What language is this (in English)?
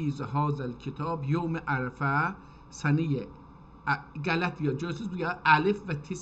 South Azerbaijani